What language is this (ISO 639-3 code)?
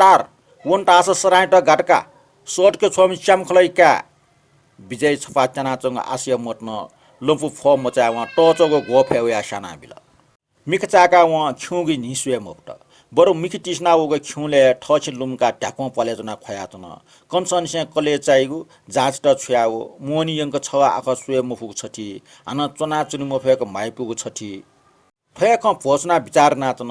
new